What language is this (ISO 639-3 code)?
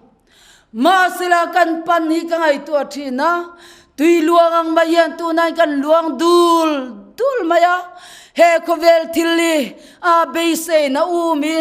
lus